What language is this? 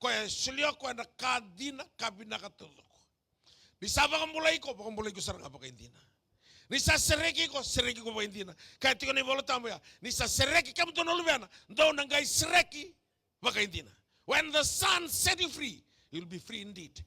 Fijian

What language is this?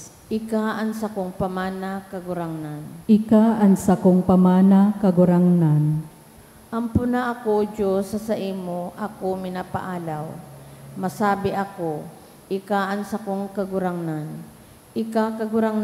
Bikol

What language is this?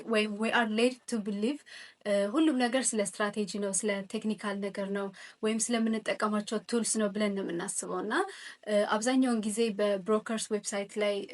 Amharic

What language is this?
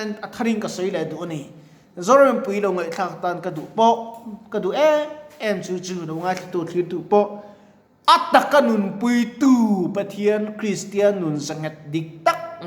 Mizo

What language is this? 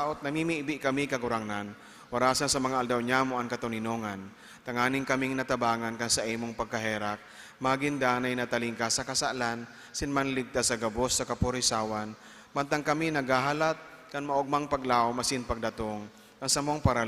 Bikol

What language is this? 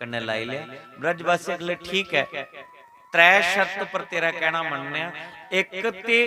Dogri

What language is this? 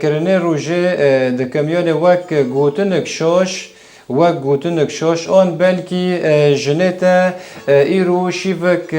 Kurdish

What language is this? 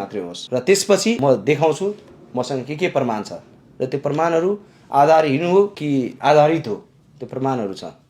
Nepali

